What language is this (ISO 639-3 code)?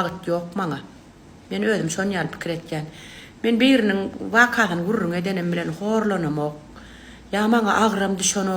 tuk